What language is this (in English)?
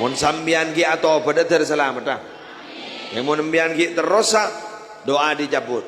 Madurese